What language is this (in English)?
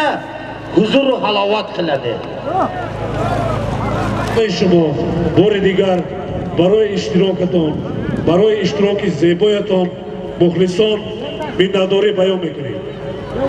Tajik